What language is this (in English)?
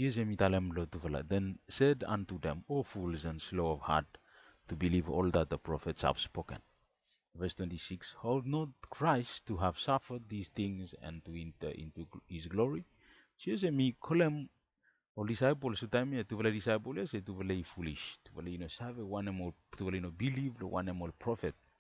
Bislama